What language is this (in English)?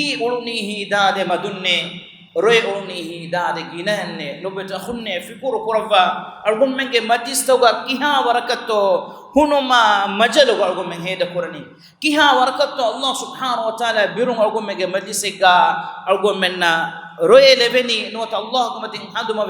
Divehi